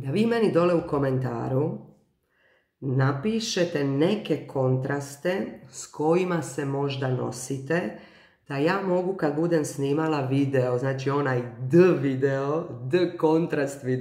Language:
Croatian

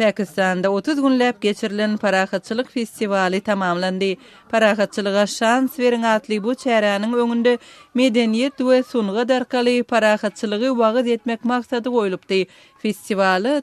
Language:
Turkmen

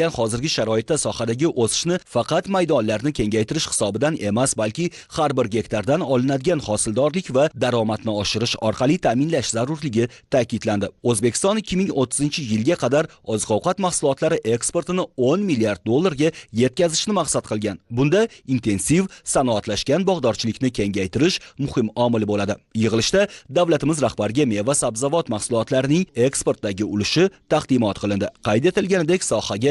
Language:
Uzbek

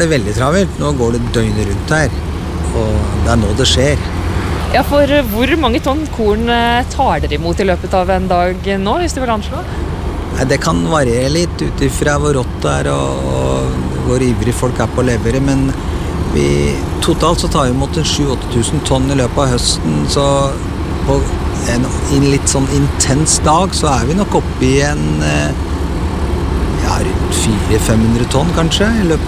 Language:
Norwegian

